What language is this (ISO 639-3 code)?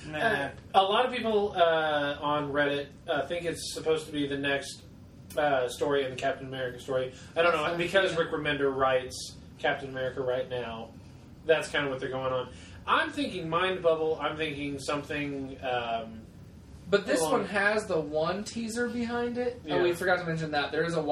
eng